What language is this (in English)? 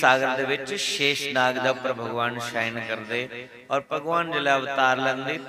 Dogri